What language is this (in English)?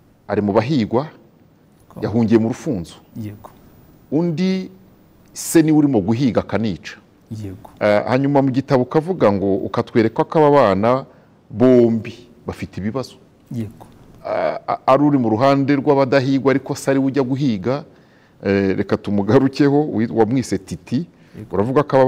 Kinyarwanda